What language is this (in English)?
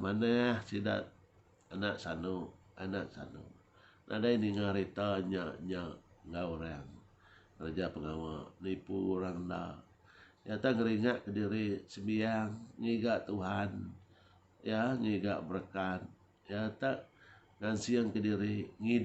Iban